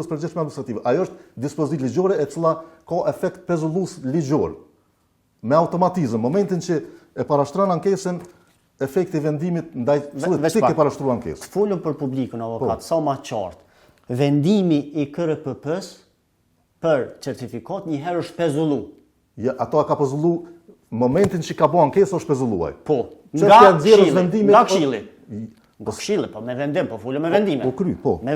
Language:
Albanian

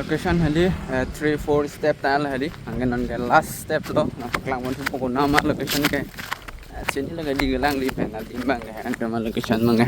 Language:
Karbi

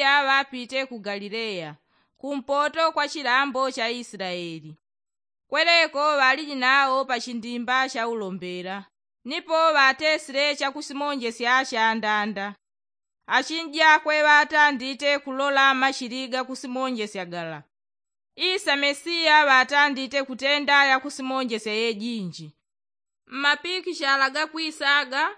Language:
Yao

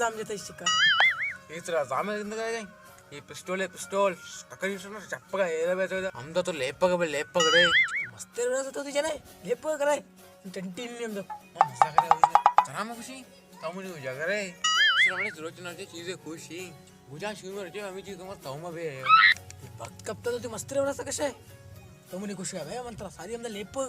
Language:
Baluchi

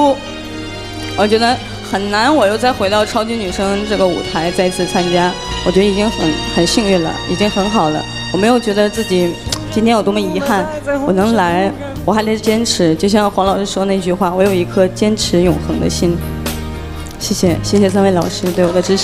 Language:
Chinese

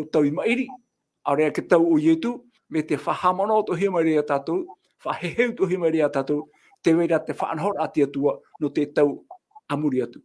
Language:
Tahitian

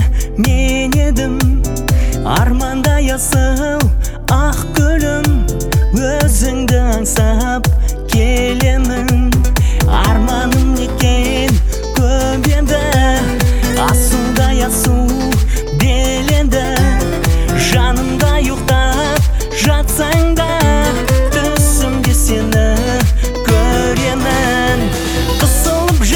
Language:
Kazakh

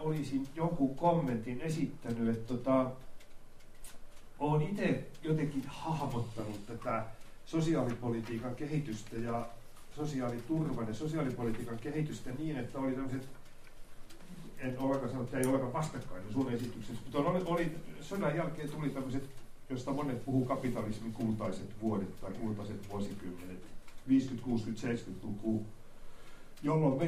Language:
Finnish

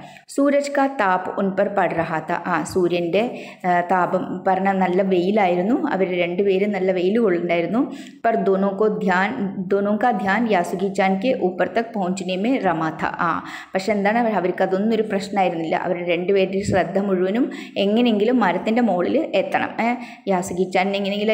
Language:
Malayalam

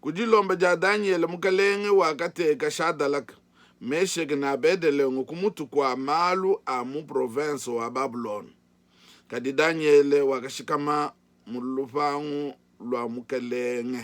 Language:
Luba-Lulua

